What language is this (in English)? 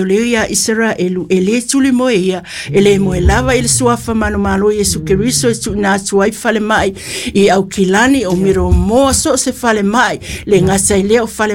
Samoan